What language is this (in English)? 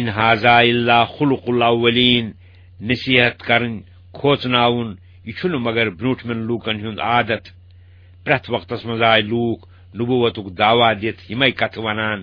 Kashmiri